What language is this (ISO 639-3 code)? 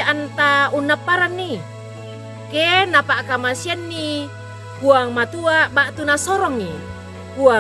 sda